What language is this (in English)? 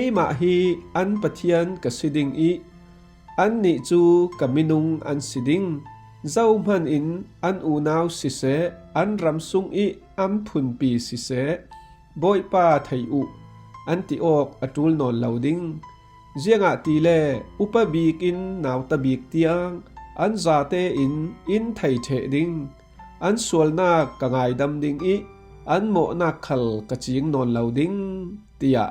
Falam Chin